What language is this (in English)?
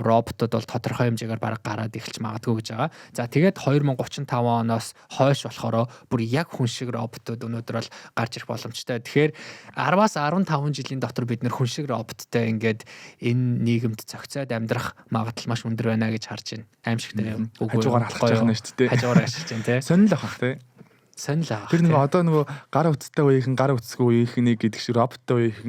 Mongolian